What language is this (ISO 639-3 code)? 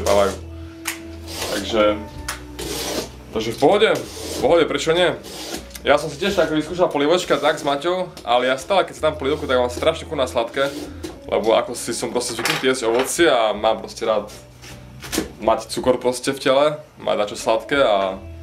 slk